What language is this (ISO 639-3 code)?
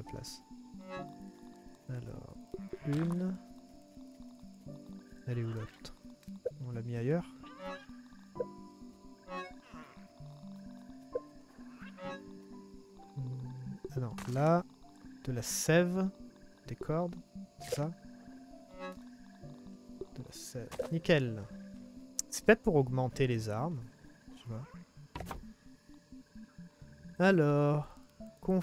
fra